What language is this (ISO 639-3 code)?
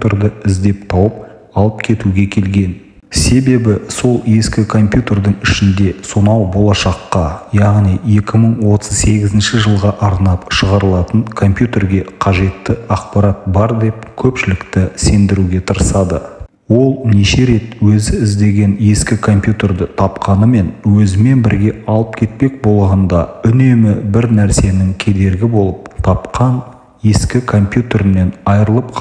kaz